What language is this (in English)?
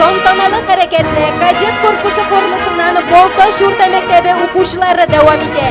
Tatar